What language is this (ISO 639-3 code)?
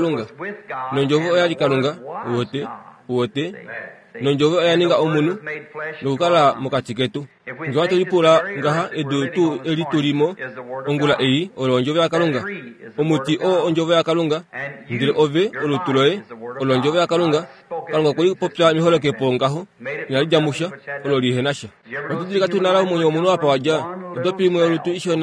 kua